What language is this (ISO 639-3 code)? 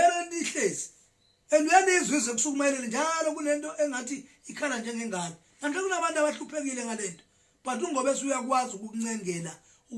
zul